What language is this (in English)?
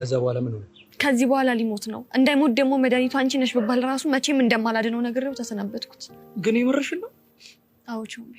Amharic